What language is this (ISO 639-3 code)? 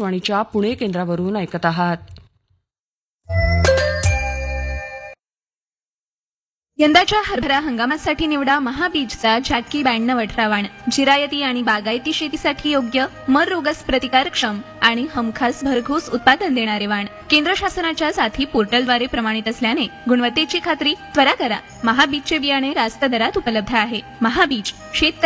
mar